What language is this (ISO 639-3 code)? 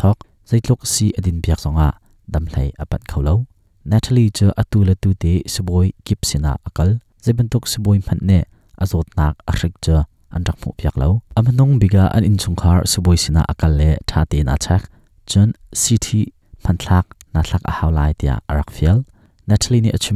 cnh